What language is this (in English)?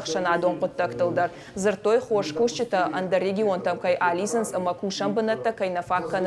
Ossetic